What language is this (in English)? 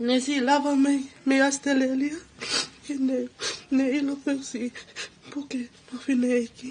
Tongan